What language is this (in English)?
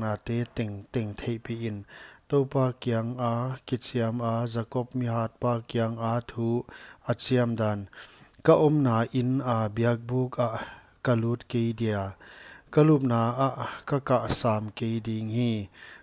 Paite Chin